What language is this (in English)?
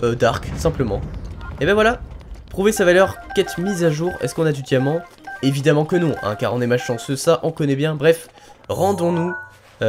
French